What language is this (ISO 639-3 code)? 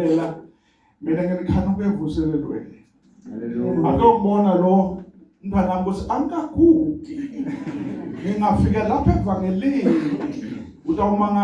ssw